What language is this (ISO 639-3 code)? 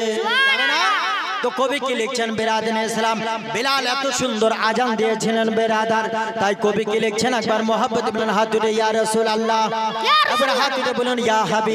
ben